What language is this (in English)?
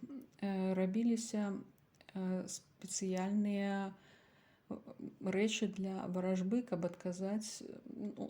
Belarusian